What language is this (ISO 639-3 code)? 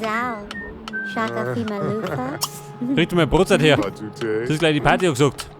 bar